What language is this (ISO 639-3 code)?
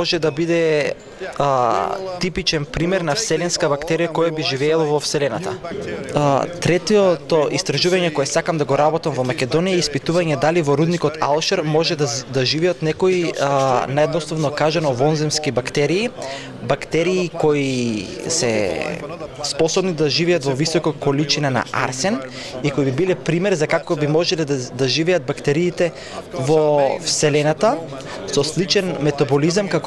mkd